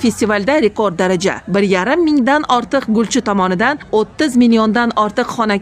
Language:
Uzbek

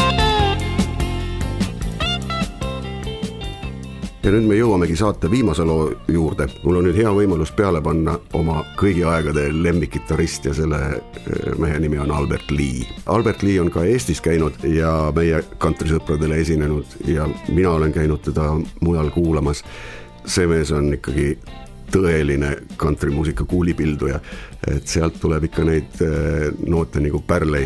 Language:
Estonian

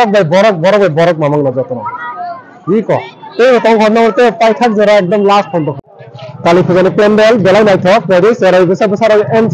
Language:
Kok Borok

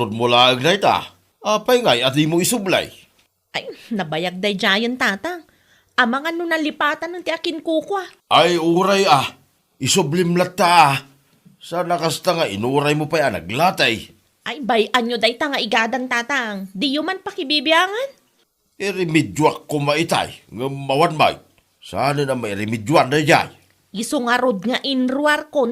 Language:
Iloko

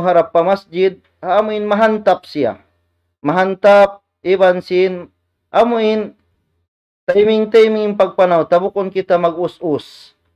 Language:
Tausug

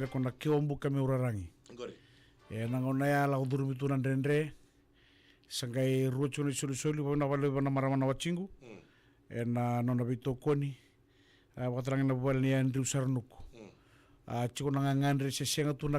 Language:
Fijian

